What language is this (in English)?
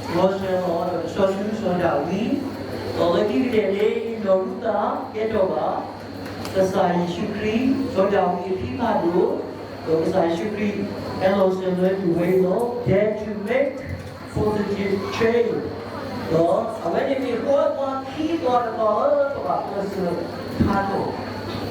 S'gaw Karen